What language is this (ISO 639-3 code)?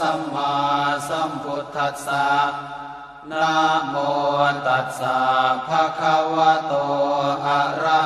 pli